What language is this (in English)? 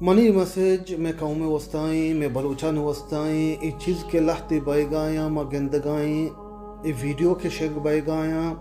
Baluchi